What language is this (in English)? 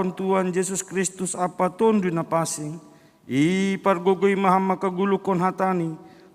Batak Simalungun